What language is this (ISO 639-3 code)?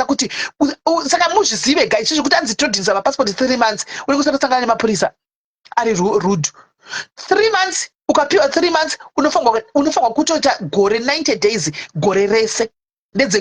sna